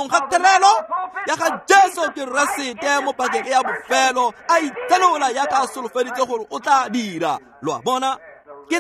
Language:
Tswana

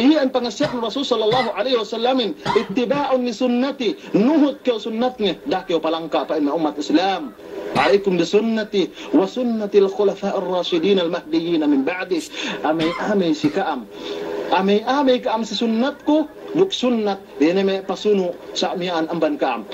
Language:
Yakan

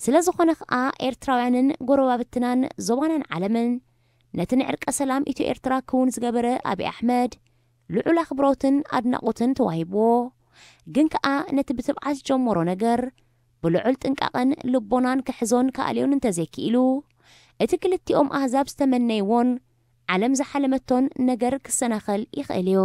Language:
Tigrinya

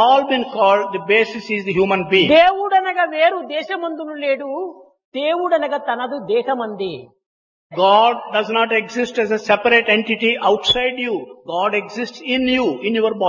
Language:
Telugu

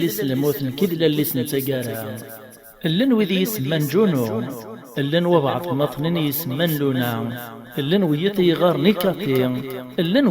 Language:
Kabyle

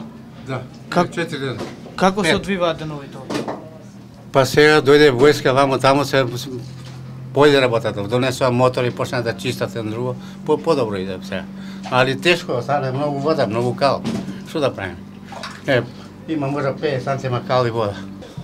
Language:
Macedonian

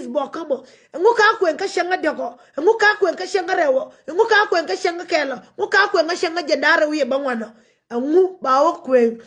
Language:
Nuer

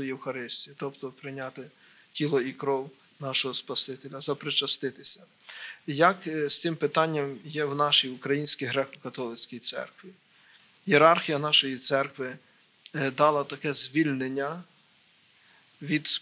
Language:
Ukrainian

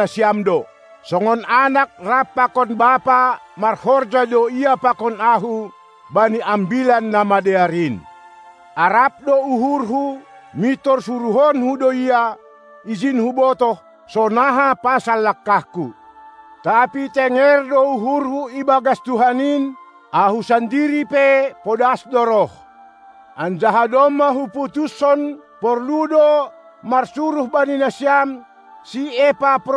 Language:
Batak Simalungun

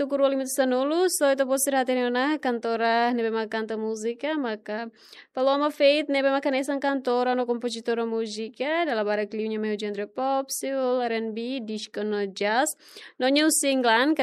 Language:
Tetum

